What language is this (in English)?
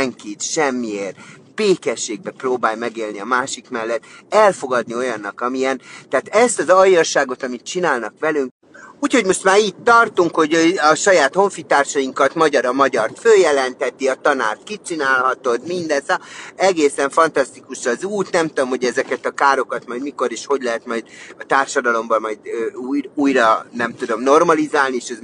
Hungarian